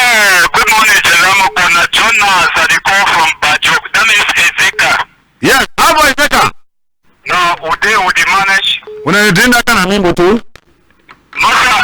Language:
Cameroon Pidgin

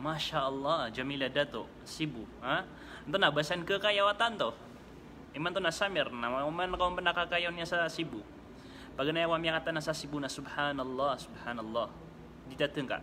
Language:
Maranao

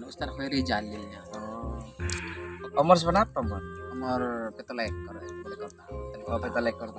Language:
Madurese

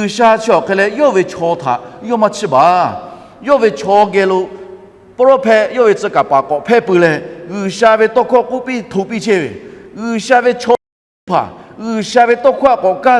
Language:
Lahu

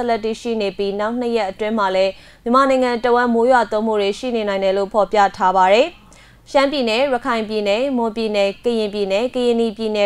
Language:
Burmese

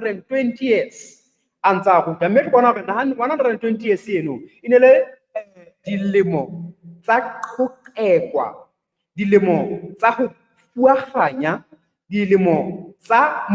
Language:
Southern Sotho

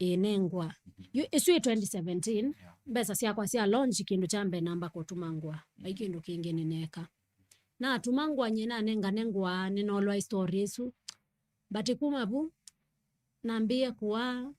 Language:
Kamba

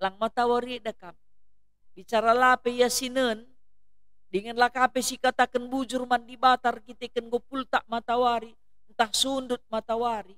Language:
Batak Karo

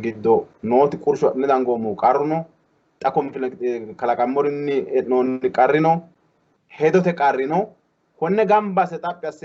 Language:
Sidamo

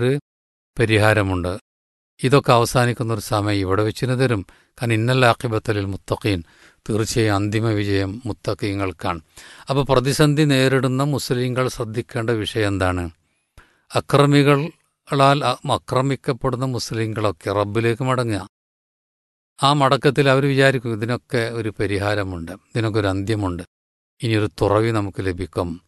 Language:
Malayalam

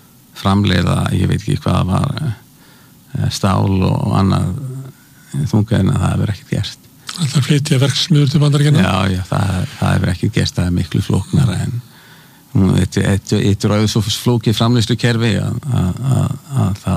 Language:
Icelandic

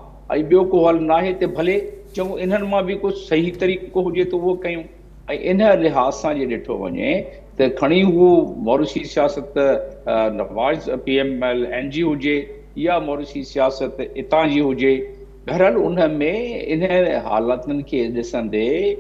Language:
Sindhi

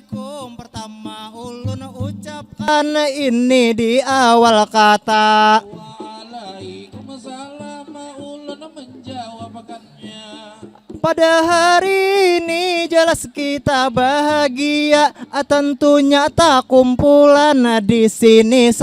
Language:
Banjar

